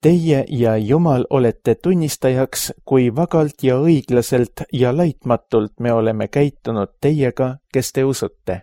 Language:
Estonian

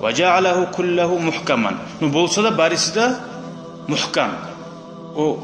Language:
Kumyk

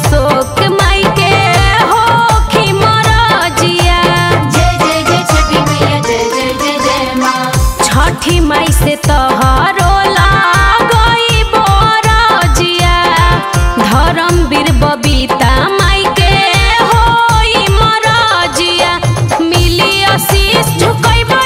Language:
Bhojpuri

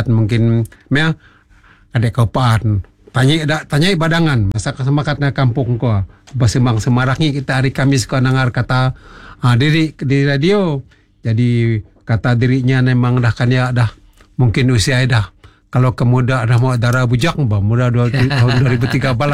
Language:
Malay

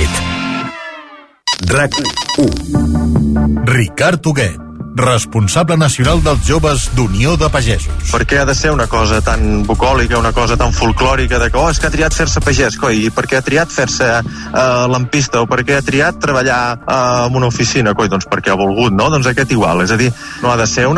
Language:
Catalan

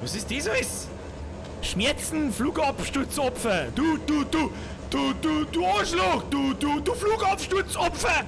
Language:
Bavarian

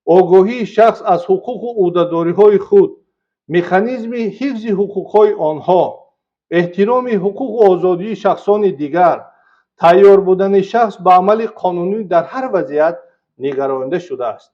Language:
Tajik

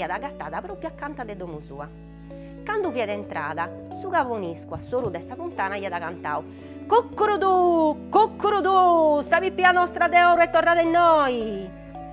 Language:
Sardinian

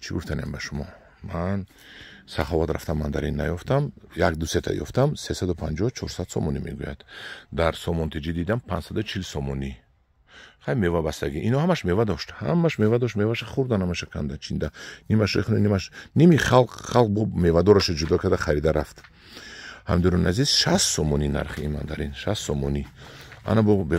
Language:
Tajik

